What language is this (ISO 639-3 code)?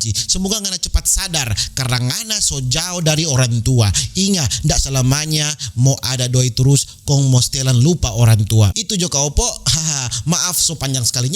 xmm